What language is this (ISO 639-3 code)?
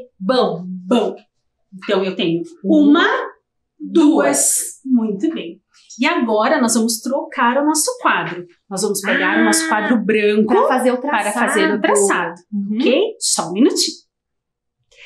por